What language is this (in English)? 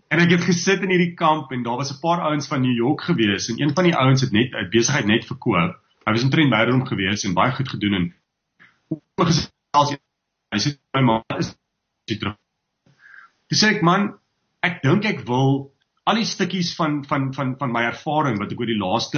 Afrikaans